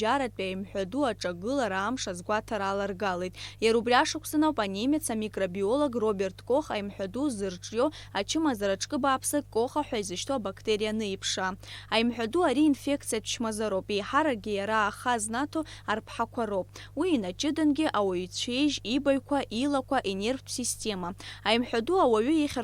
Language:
Abkhazian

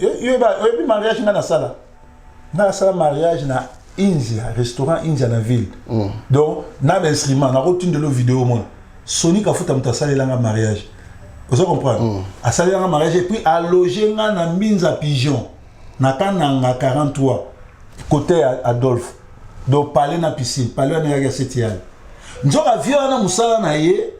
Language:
Lingala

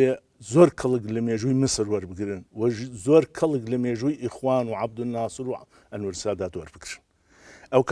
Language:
Central Kurdish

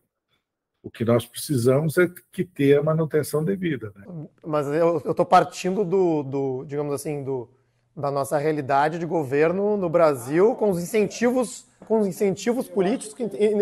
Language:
Portuguese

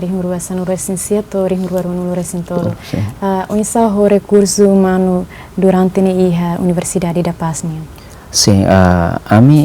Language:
Tetum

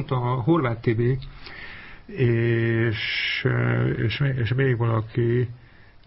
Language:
Hungarian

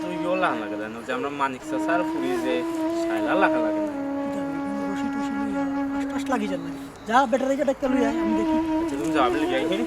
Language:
Sylheti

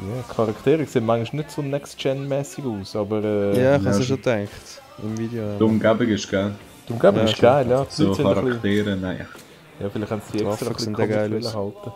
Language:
Swiss German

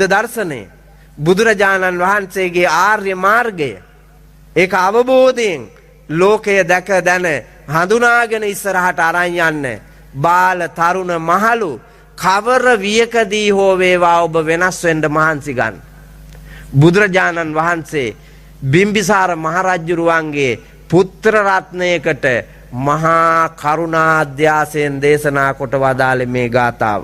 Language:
Sinhala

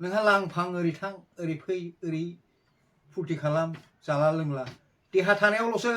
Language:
Bodo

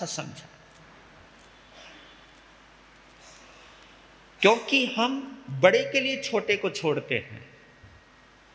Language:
Hindi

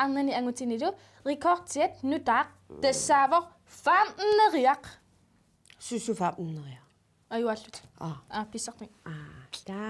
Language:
Kalaallisut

